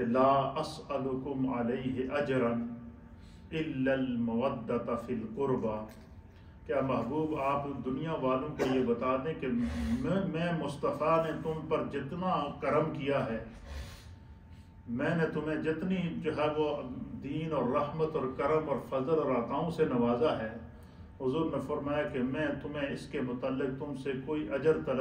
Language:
Urdu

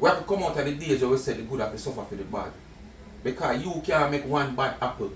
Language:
Jamaican Creole English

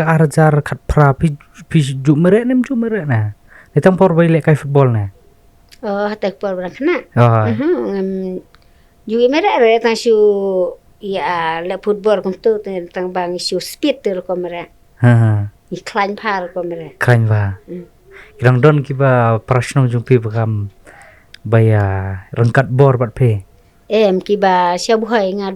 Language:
Khasi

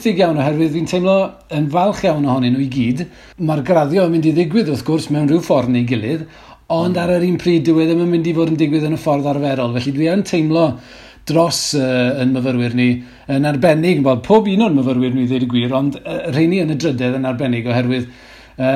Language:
Welsh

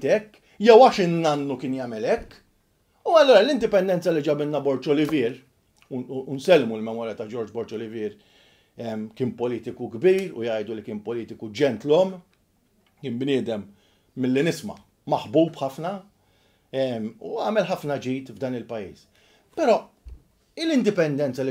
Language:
Maltese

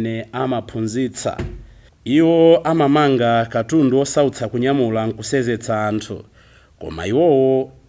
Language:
Nyanja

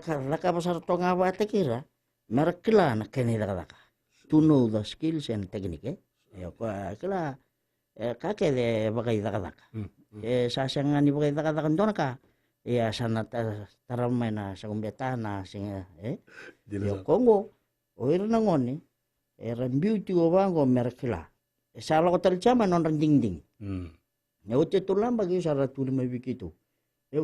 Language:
Fijian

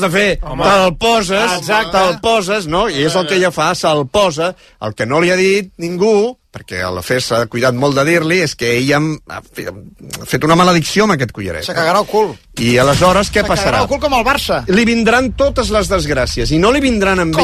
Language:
Catalan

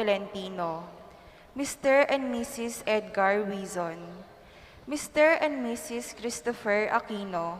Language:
Pampanga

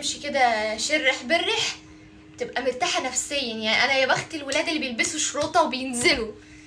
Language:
Egyptian Arabic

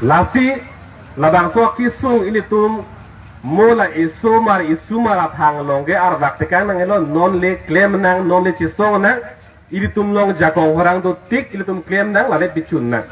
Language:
Karbi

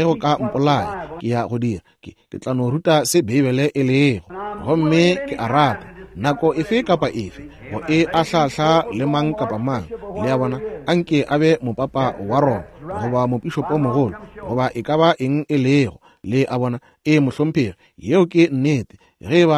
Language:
Northern Sotho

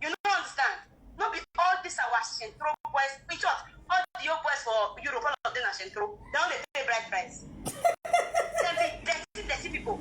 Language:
Nigerian Pidgin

